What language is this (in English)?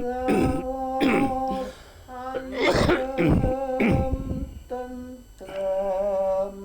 Javanese